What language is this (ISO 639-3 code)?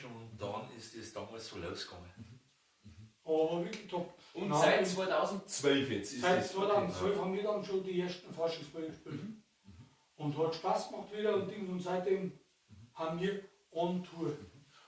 bar